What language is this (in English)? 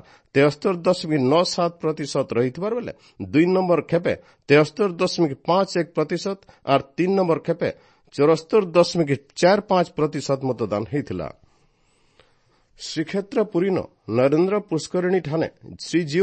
Odia